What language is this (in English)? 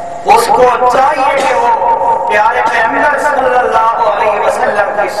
Urdu